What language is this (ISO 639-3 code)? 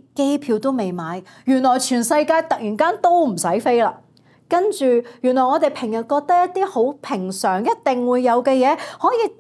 yue